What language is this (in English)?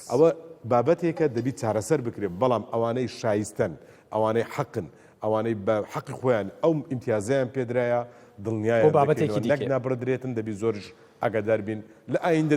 Central Kurdish